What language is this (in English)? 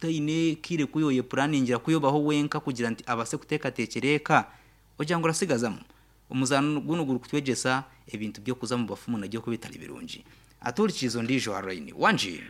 Nyankole